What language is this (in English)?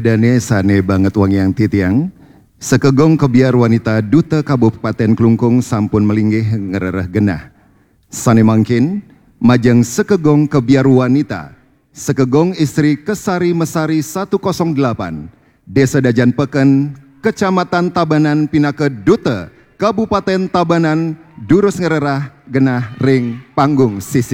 Balinese